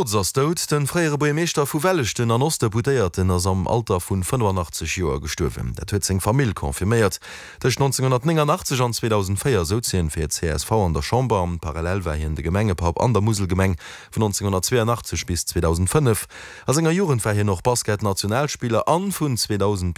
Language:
Luxembourgish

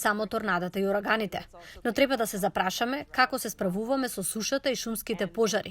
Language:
Macedonian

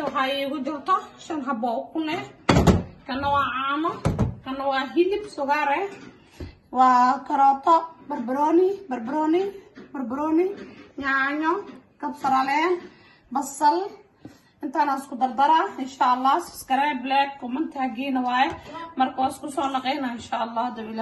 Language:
Somali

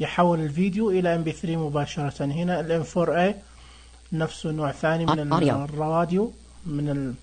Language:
Najdi Arabic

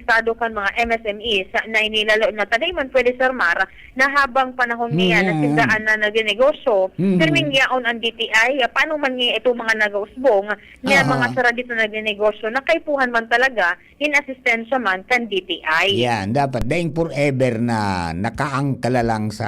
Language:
Bikol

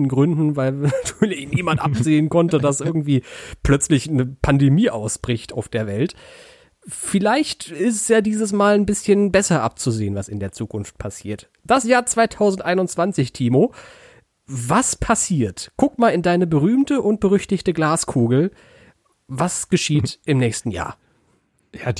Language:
German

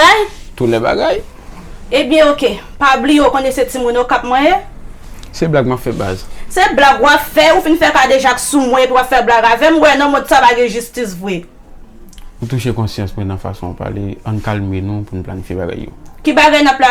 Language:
Haitian Creole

